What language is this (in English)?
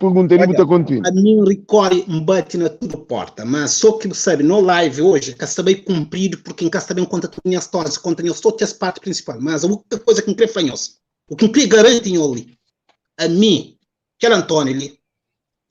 Kabuverdianu